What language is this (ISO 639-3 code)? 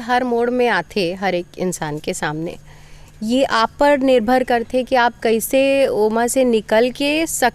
hne